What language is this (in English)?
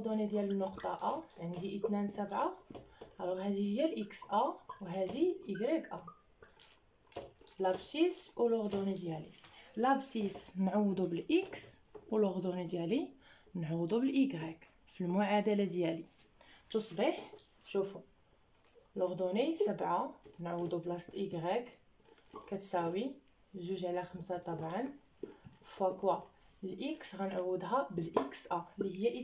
Moroccan Arabic